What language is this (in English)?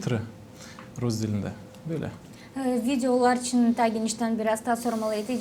Gagauz